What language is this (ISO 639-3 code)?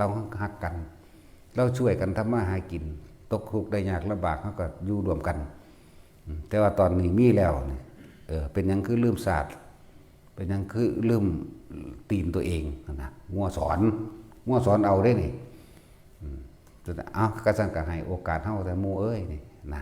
tts